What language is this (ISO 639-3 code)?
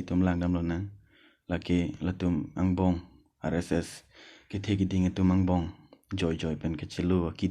mjw